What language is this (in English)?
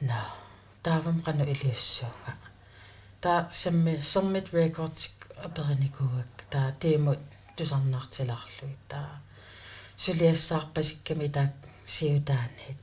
Kalaallisut